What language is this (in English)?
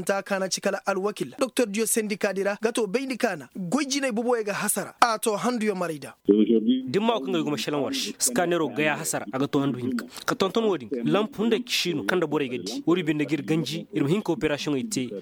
Koyraboro Senni